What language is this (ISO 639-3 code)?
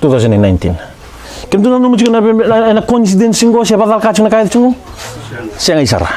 fij